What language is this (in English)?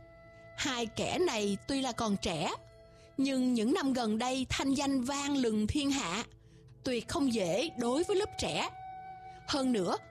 Vietnamese